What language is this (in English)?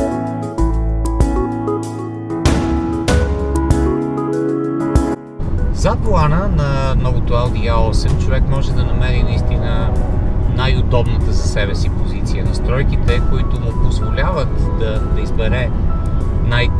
Bulgarian